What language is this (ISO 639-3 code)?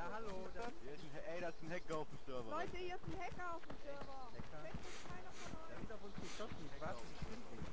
gsw